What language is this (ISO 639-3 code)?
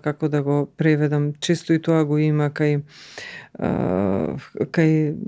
mkd